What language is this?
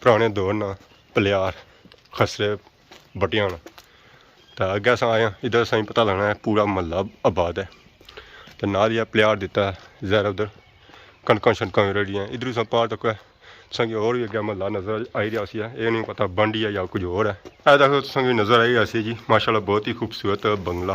Pahari-Potwari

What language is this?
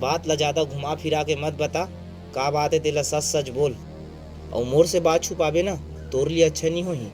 Chhattisgarhi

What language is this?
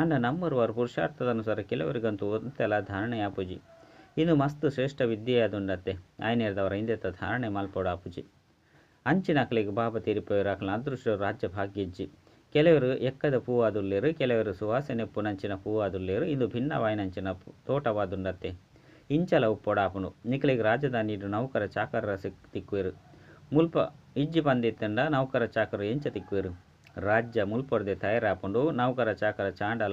Tulu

